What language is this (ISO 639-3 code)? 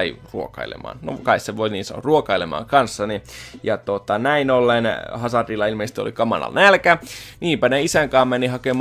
fin